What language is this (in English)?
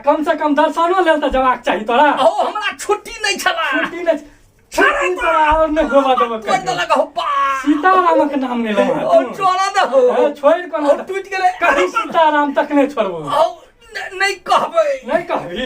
Maithili